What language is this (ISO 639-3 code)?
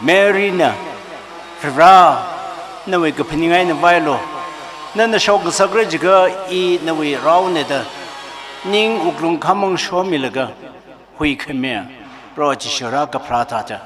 nmf